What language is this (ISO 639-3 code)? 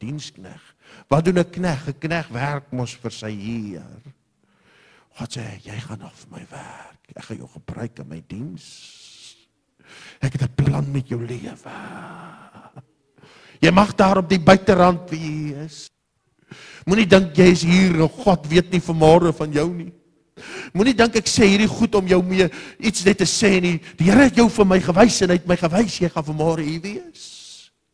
afr